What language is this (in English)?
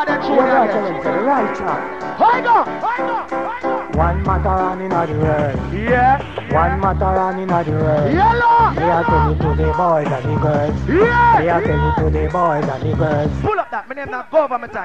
Jamaican Creole English